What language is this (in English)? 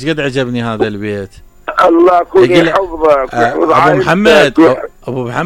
Mesopotamian Arabic